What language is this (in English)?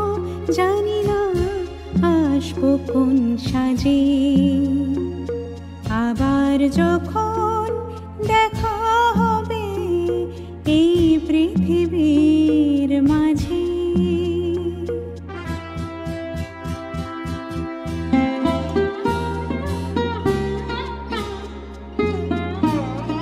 Bangla